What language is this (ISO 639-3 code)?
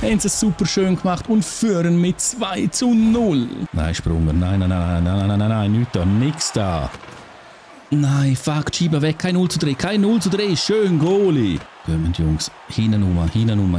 gsw